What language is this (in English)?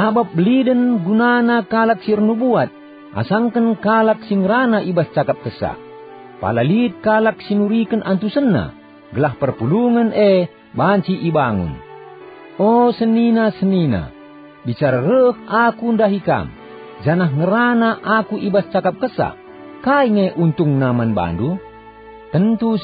Batak Karo